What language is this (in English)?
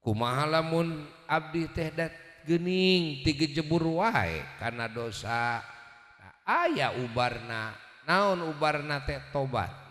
Sundanese